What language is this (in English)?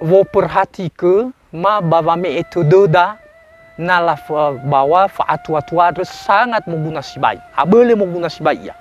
Nias